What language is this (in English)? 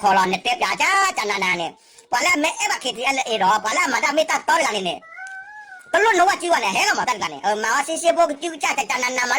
S'gaw Karen